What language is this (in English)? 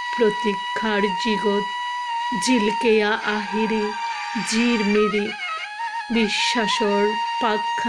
Bishnupriya